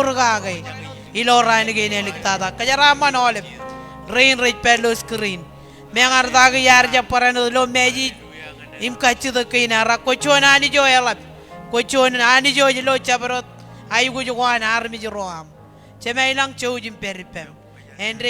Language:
Marshallese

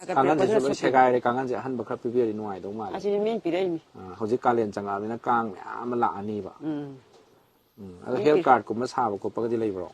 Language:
Manipuri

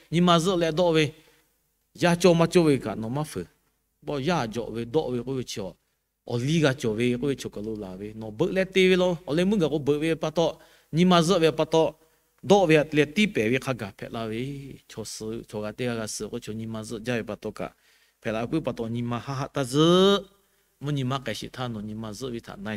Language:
Lahu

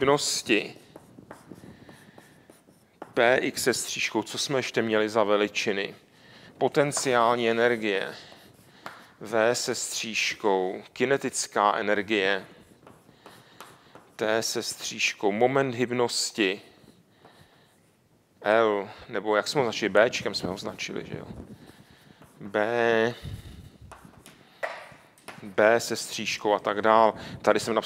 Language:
Czech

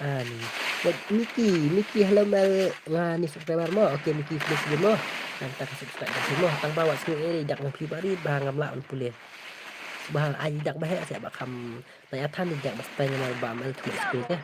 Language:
Khasi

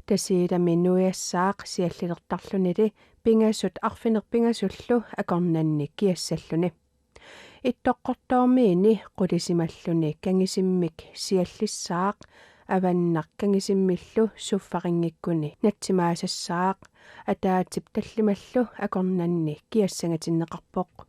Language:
Kalaallisut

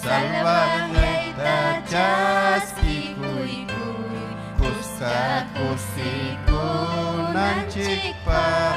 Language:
Ayacucho Quechua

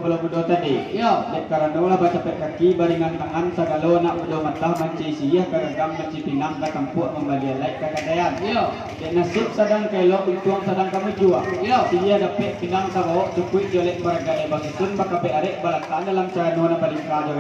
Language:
Minangkabau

